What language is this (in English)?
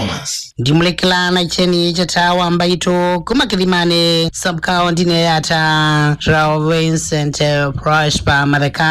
Kamba